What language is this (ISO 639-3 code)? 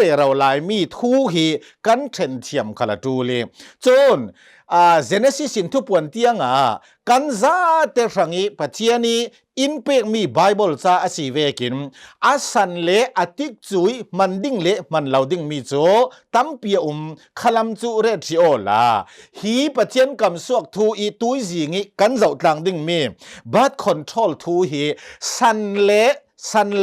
cnh